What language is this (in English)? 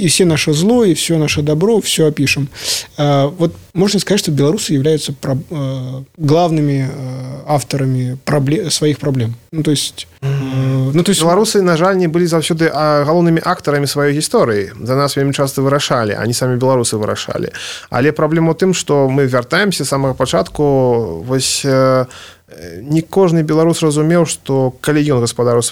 Belarusian